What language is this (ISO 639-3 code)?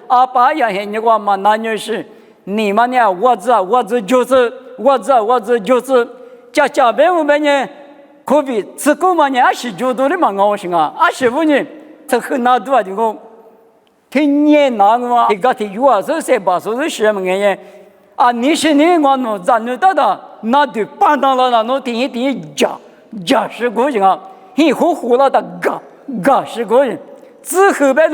lis